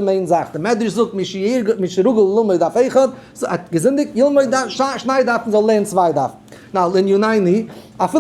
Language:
Yiddish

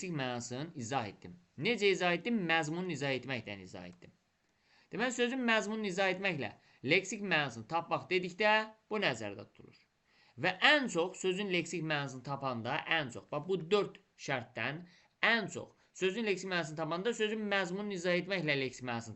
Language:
Azerbaijani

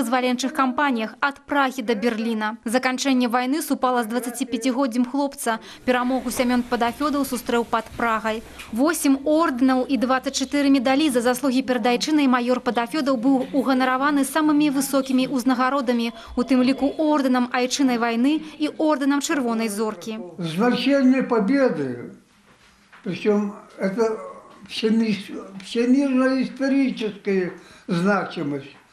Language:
Belarusian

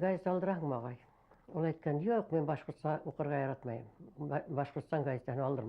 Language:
Bashkir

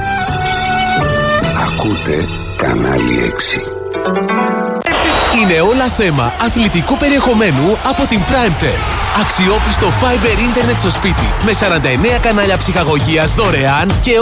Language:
Greek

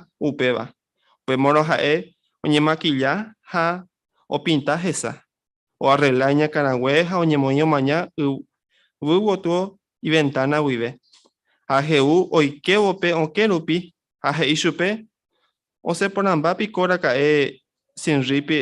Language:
Guarani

